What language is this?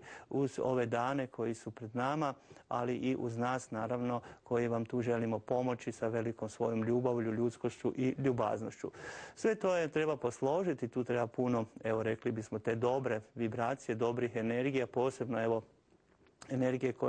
Croatian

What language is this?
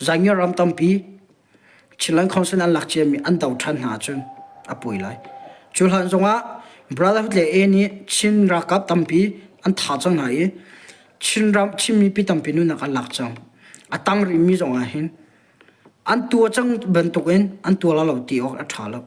Hakha Chin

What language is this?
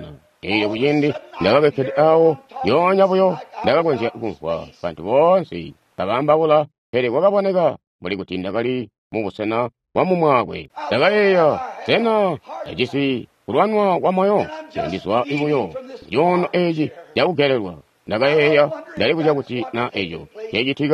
Tonga (Zambia)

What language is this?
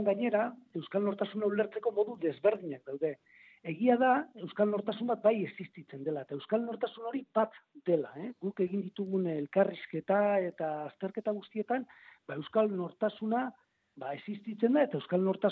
Basque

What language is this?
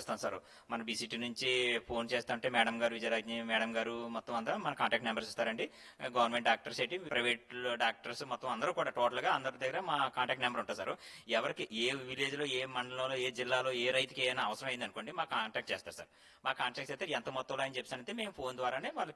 Telugu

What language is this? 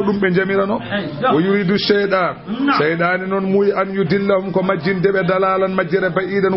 Fula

